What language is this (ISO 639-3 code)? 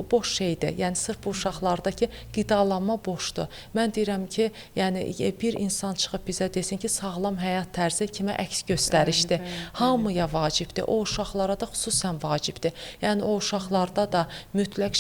aze